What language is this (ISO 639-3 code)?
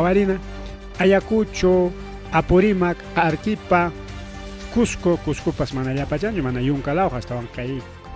quy